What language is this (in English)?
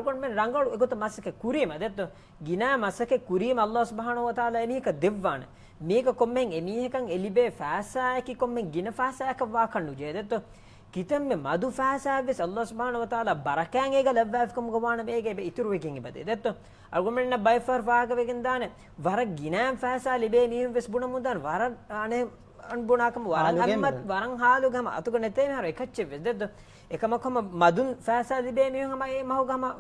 Divehi